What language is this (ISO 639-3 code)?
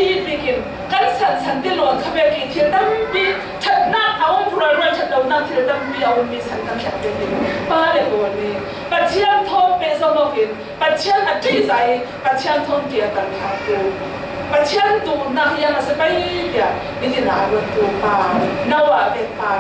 cfm